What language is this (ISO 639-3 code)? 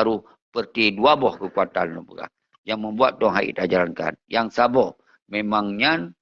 ace